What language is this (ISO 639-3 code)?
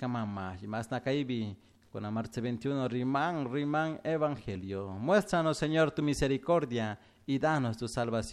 qug